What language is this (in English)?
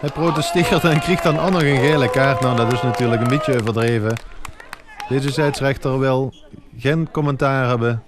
Limburgish